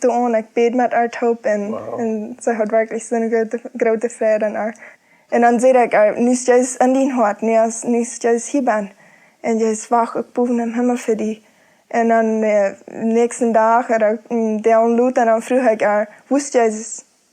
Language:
Plautdietsch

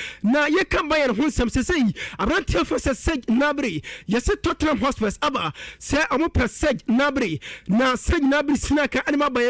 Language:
Akan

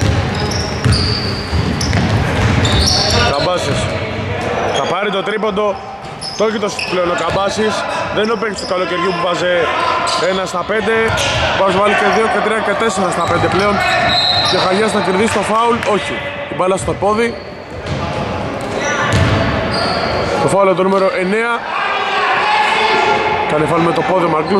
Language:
Greek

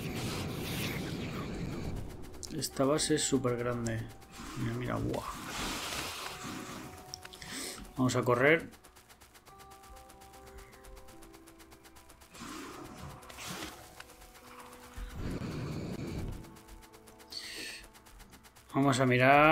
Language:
Spanish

